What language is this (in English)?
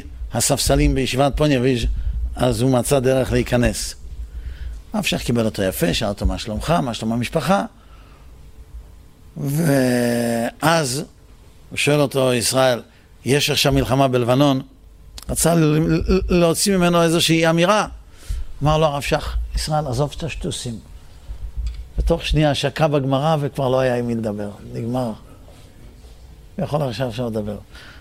Hebrew